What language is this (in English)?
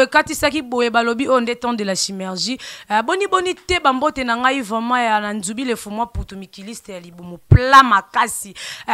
Lingala